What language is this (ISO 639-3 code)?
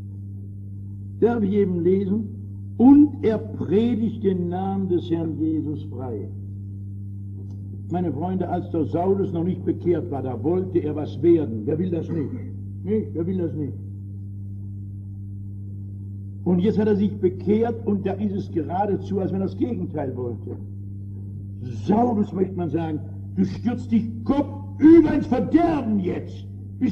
deu